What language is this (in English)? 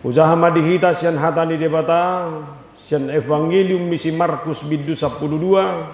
Batak Toba